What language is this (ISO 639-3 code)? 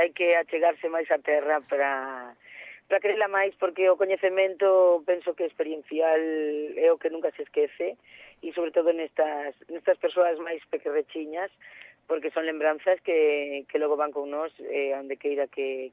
glg